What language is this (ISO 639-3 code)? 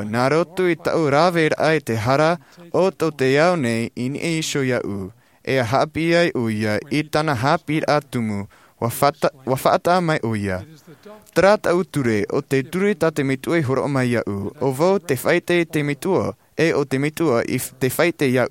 tah